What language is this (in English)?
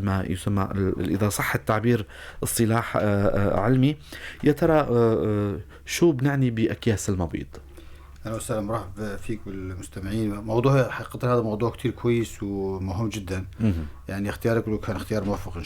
North Levantine Arabic